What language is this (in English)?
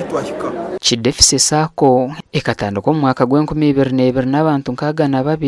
Nyankole